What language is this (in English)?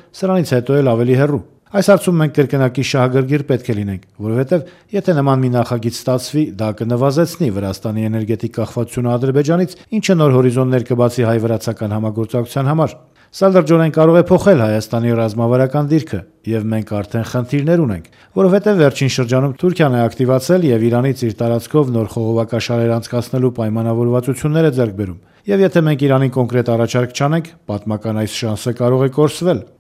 Armenian